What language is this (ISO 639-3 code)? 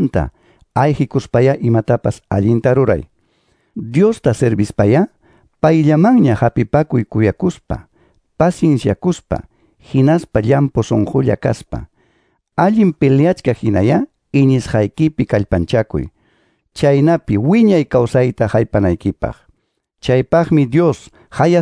que